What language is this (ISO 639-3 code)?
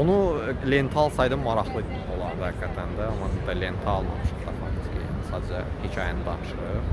aze